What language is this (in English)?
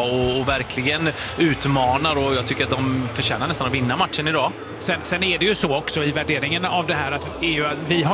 Swedish